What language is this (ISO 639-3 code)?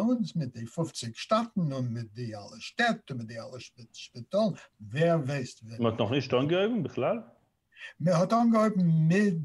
yid